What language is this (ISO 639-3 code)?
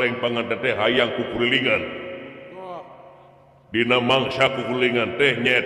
sun